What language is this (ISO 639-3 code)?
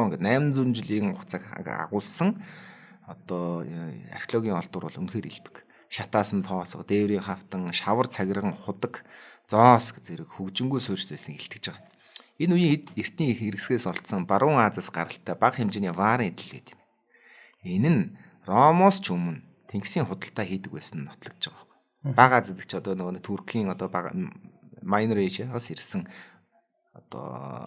mon